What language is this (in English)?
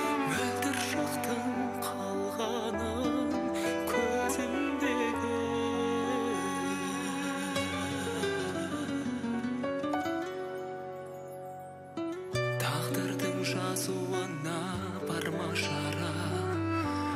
Kazakh